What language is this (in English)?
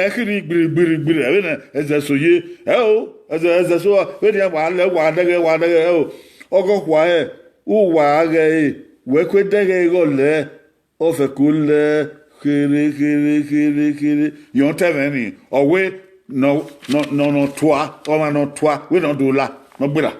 Bini